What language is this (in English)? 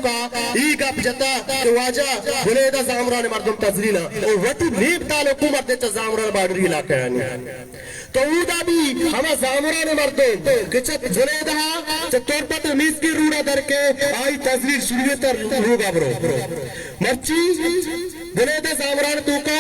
Baluchi